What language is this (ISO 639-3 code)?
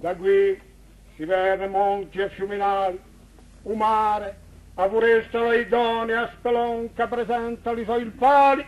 cos